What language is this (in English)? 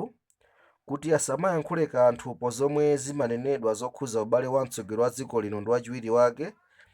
Nyanja